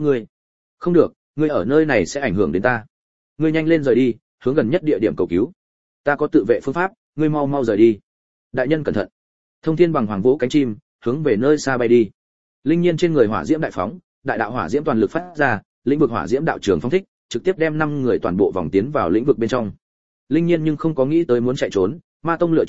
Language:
Vietnamese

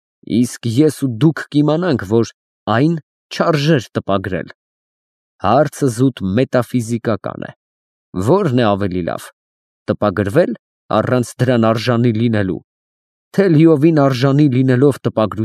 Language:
Armenian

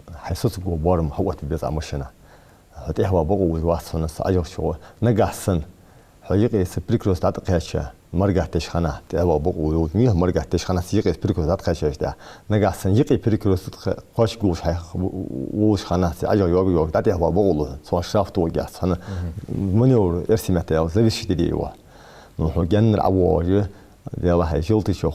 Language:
Ingush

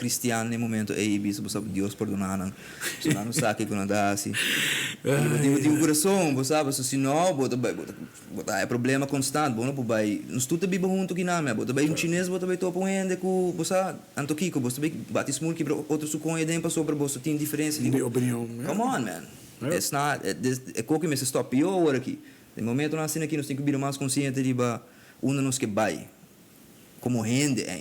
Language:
Papiamento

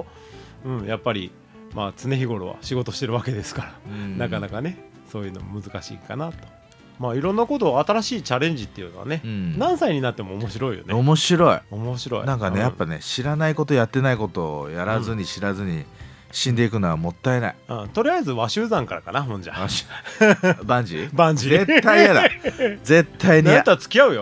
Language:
Japanese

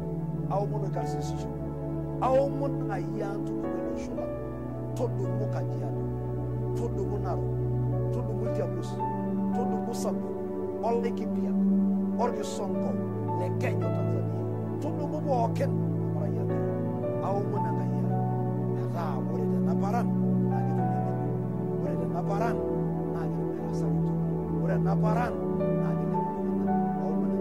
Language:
Masai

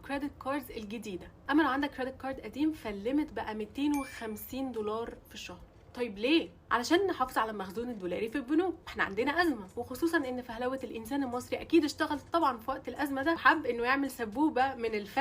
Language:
Egyptian Arabic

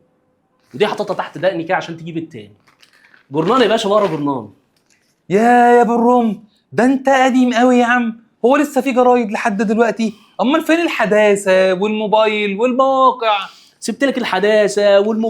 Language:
Egyptian Arabic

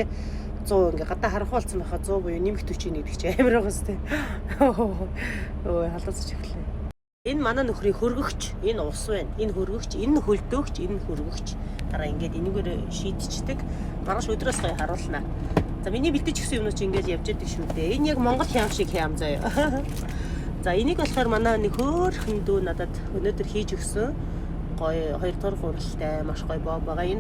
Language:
Mongolian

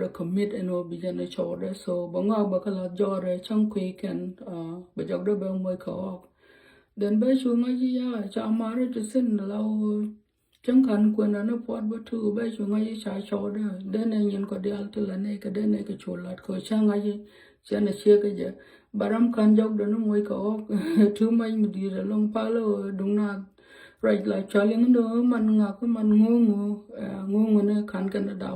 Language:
Nuer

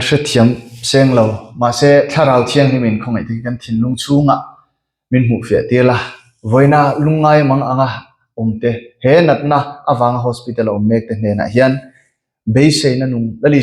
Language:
Mizo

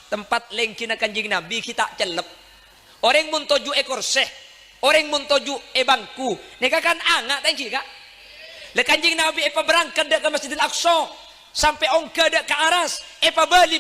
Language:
Madurese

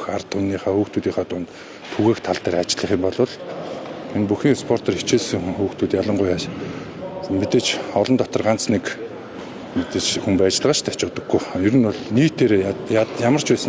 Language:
Mongolian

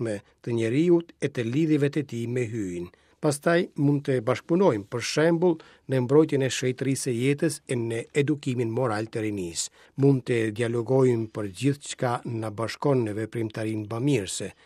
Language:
Albanian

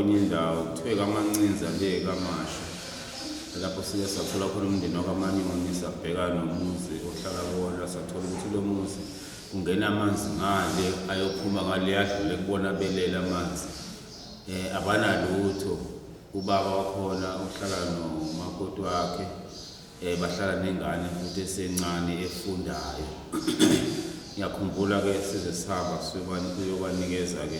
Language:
Zulu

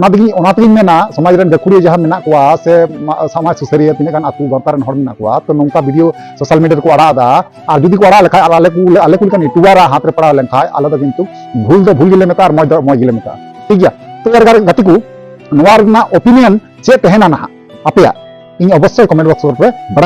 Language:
Santali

